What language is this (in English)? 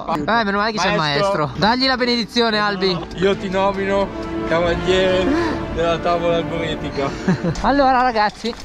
Italian